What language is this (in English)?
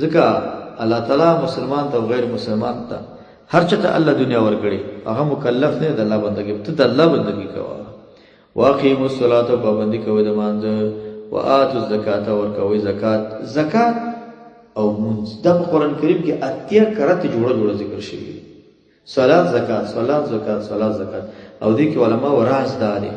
Pashto